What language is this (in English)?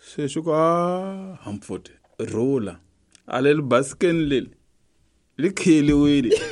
Tsonga